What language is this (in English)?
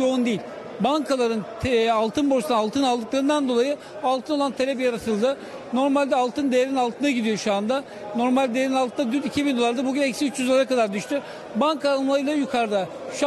Turkish